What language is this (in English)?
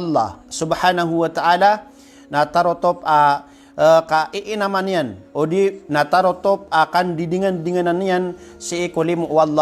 Maranao